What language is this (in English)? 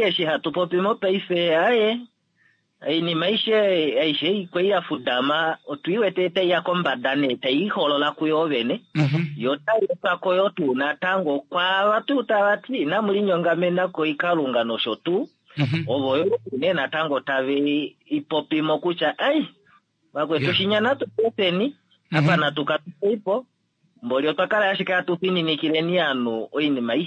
Kuanyama